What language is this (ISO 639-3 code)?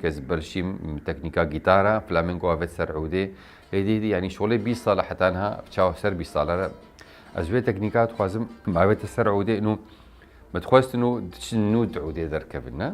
kur